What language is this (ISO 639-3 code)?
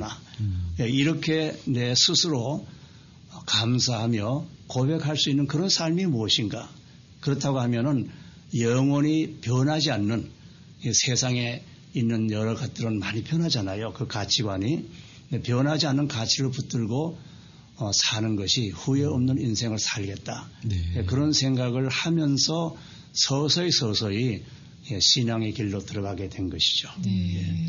kor